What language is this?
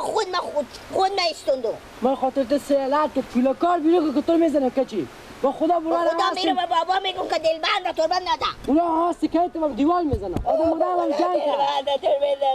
Persian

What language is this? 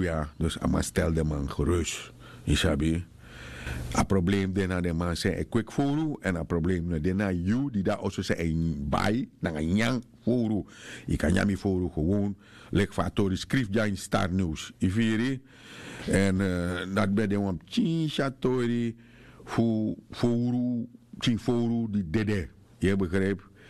Sranan Tongo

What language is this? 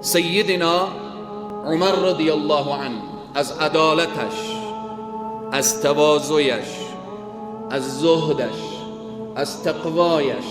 Persian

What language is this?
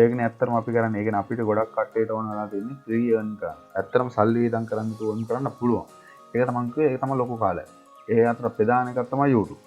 Sinhala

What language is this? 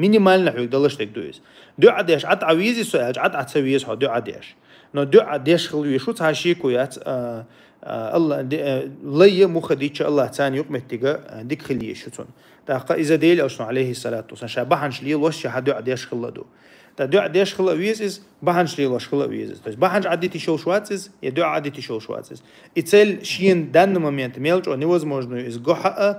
Chechen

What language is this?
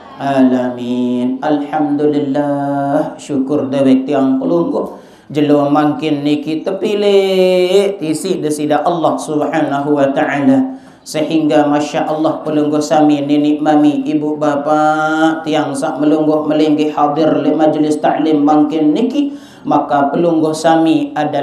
Sasak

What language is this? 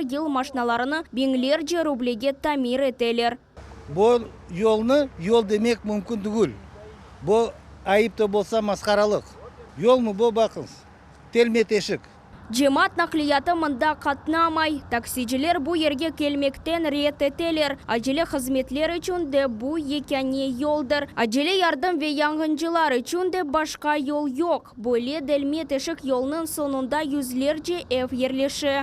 Crimean Tatar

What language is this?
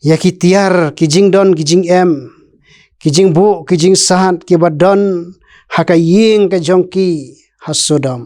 Khasi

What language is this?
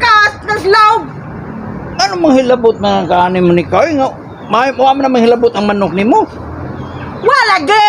Cebuano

